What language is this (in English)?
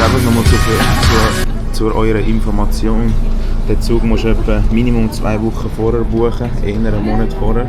Swiss German